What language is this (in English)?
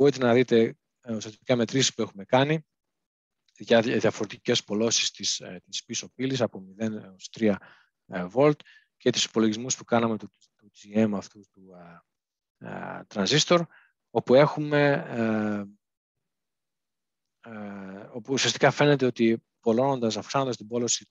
Greek